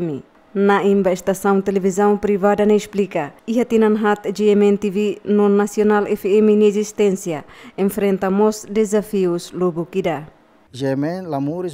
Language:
Tetum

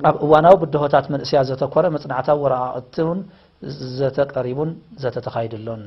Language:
Tigrinya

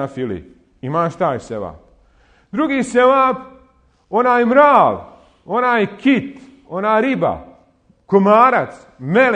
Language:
Bosnian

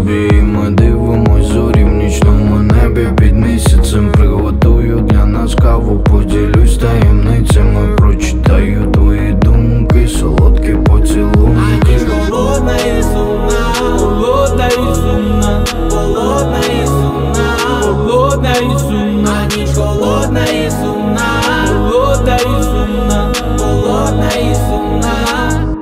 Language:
Ukrainian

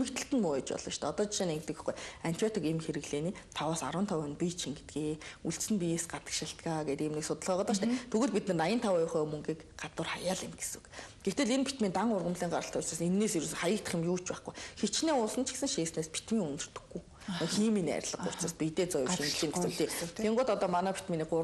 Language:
Mongolian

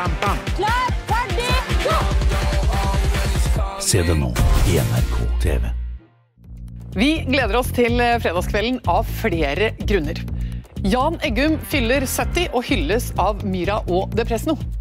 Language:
Norwegian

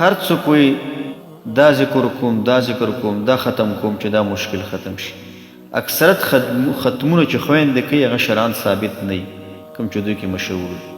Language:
Pashto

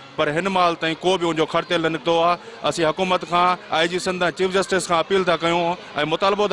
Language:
Sindhi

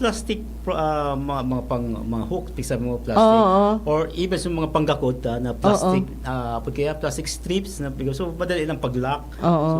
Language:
Bikol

